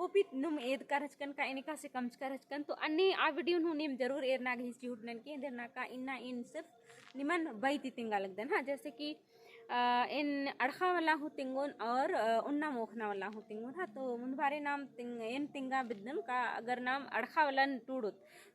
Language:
Kurukh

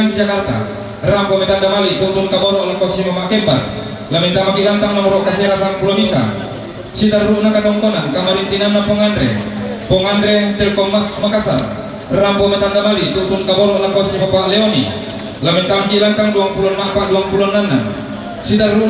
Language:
Toraja-Sa'dan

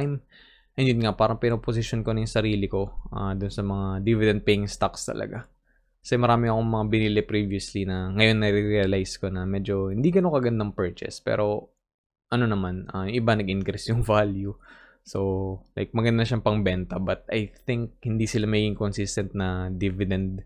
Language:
Filipino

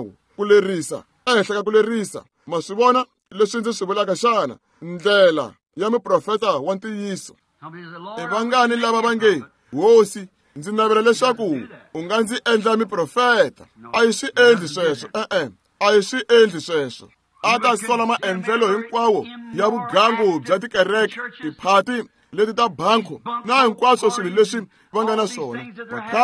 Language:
Tsonga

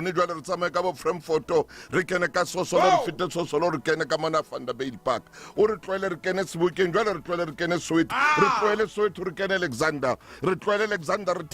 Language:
Southern Sotho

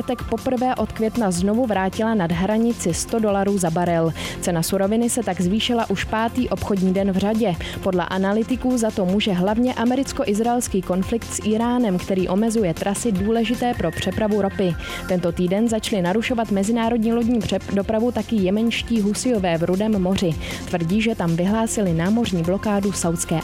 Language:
Czech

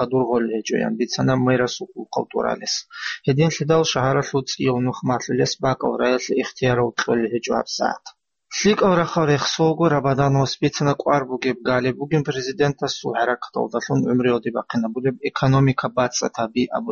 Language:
Avaric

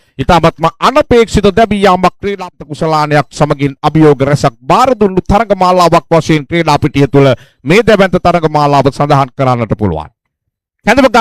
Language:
Sinhala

